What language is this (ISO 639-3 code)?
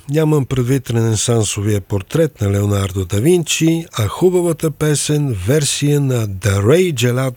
bul